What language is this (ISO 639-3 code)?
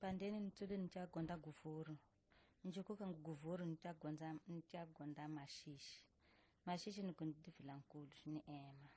tso